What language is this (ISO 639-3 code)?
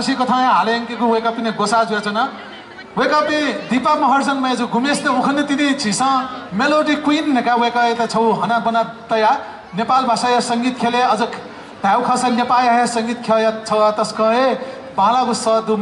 new